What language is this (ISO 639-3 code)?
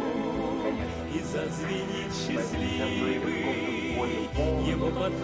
rus